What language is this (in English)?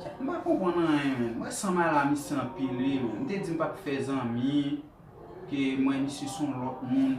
Haitian Creole